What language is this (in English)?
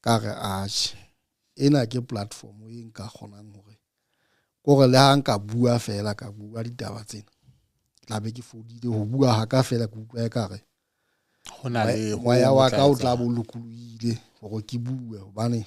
Southern Sotho